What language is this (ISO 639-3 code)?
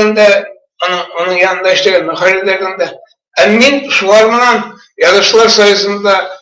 bak